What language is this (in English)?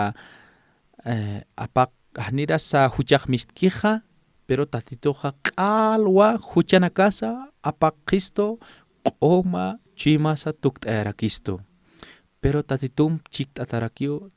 Aymara